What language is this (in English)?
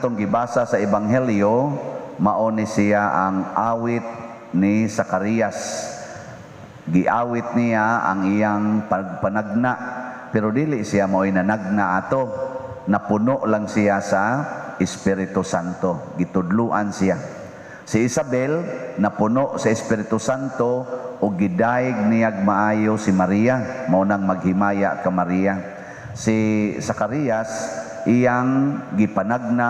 Cebuano